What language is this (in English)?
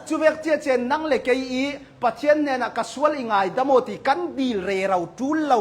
Hakha Chin